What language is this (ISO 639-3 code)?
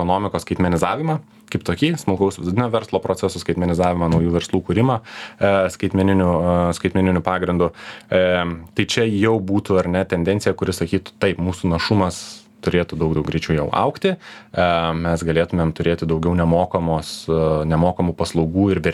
lit